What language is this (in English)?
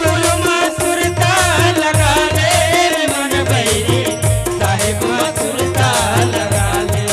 Chhattisgarhi